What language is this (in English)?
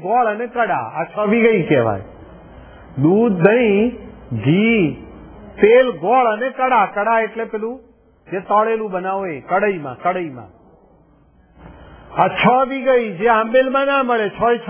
Gujarati